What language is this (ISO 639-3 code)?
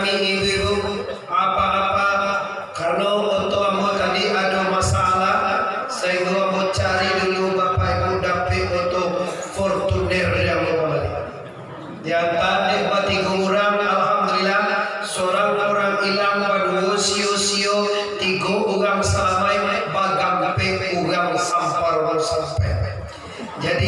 min